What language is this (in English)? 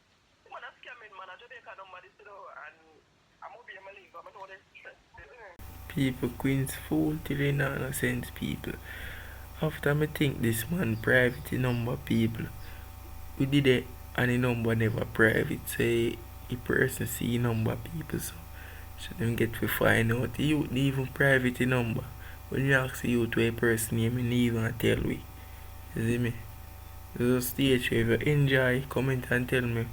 Jamaican Creole English